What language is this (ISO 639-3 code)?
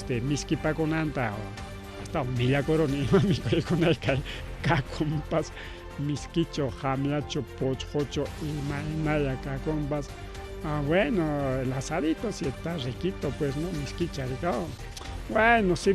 quy